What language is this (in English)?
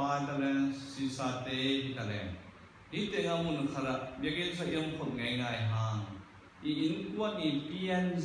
Tedim Chin